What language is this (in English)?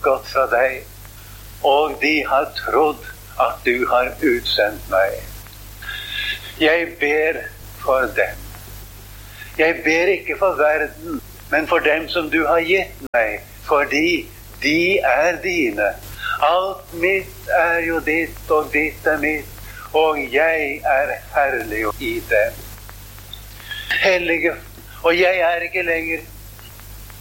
Norwegian